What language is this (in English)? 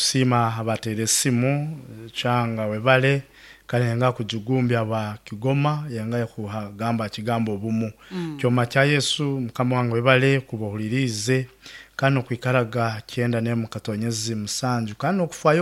Nyoro